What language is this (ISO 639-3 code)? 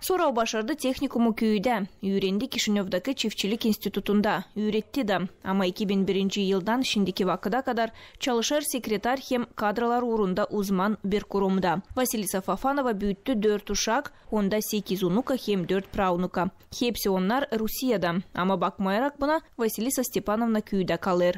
gag